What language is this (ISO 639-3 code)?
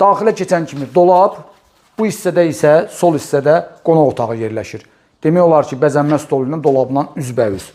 aze